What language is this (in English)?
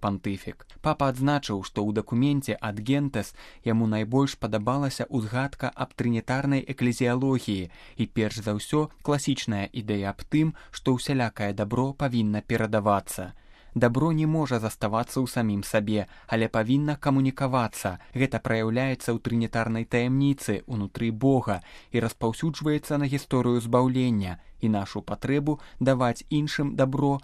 Belarusian